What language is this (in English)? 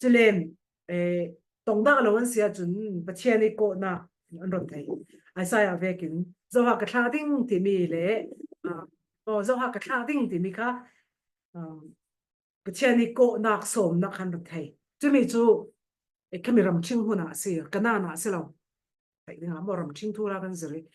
Falam Chin